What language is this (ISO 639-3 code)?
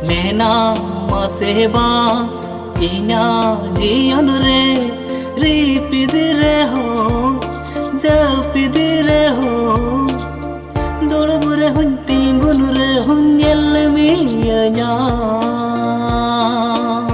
sat